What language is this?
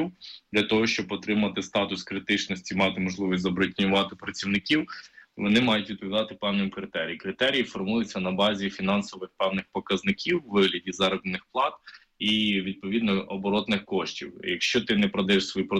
Ukrainian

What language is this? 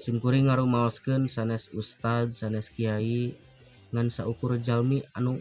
Sundanese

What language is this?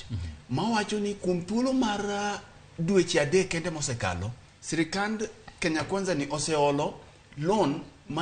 Luo (Kenya and Tanzania)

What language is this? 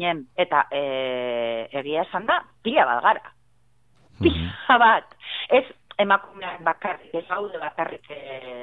Basque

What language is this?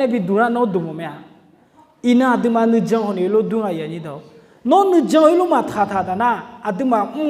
Akha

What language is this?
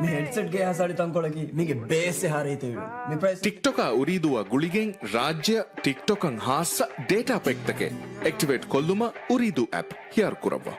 Divehi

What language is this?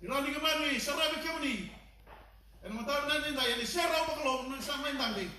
Fijian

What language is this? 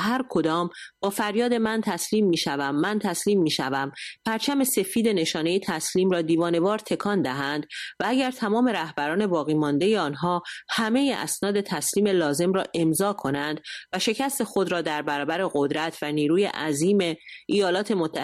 Persian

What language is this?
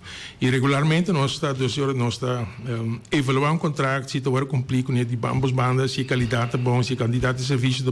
Papiamento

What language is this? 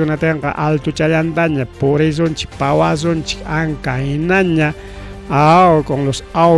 Ayacucho Quechua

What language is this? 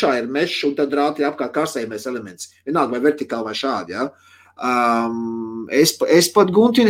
Latvian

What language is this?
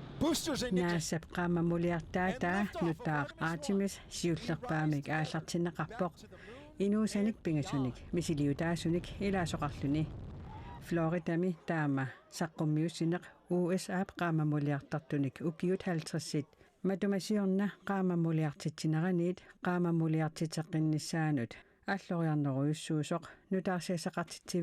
Kalaallisut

